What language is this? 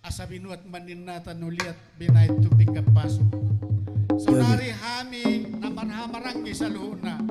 Batak Toba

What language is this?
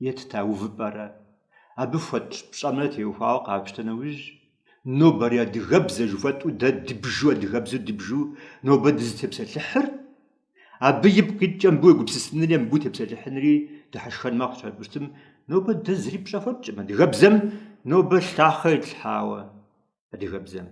Kabardian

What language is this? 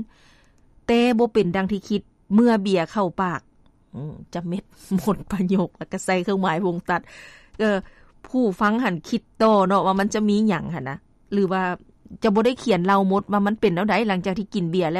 Lao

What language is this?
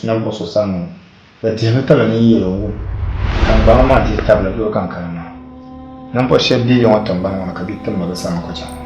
Dagbani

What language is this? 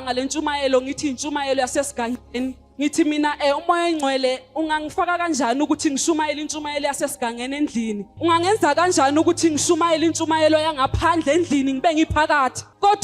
Zulu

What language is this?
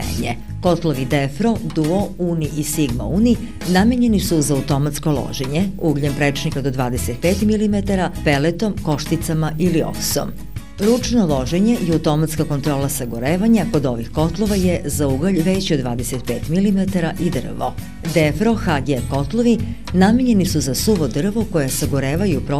Serbian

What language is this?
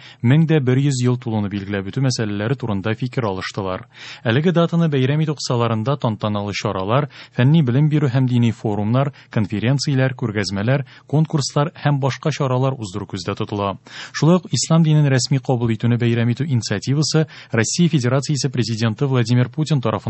Tatar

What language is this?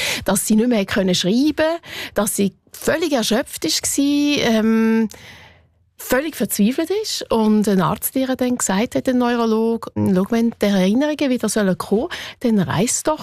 German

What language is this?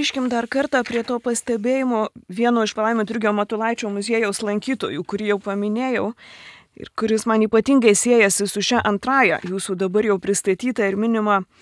Lithuanian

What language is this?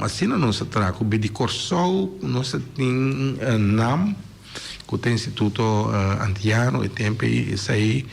Papiamento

